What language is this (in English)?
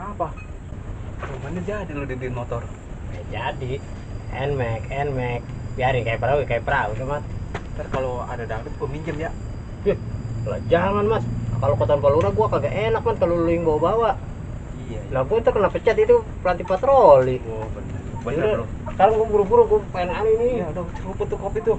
Betawi